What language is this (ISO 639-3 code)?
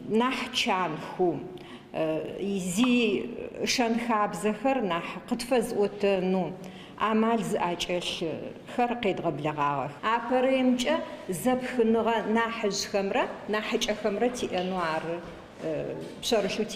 ady